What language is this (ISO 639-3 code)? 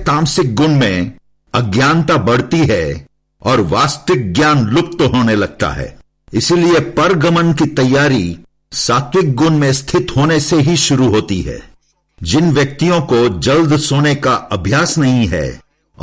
hin